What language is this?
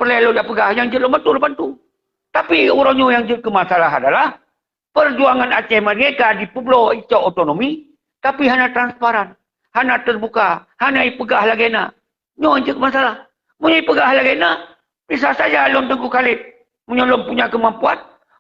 Achinese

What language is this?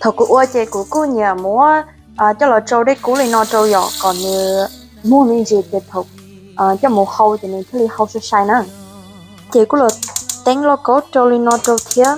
Hmong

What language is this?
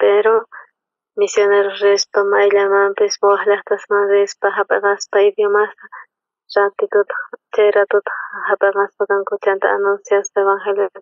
South Bolivian Quechua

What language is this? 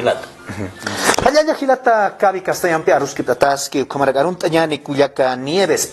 Aymara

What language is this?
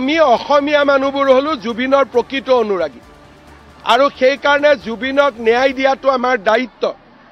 Assamese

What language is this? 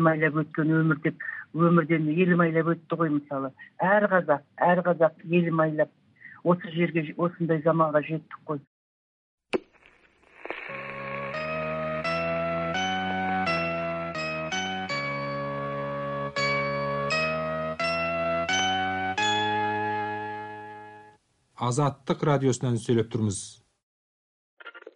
Kazakh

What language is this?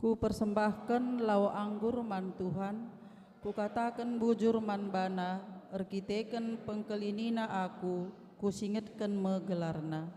Batak Karo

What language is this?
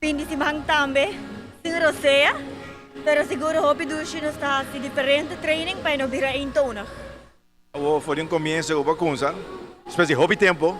Papiamento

